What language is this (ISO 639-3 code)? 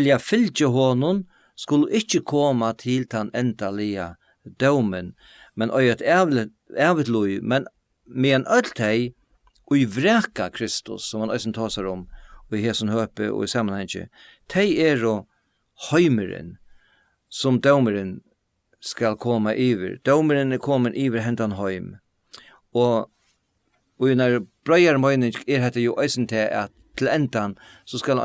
fao